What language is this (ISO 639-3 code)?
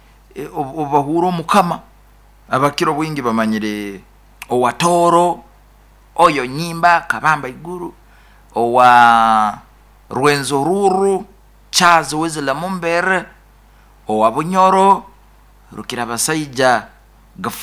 nyo